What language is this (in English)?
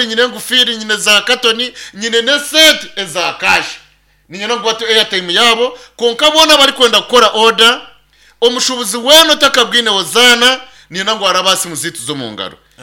Nyankole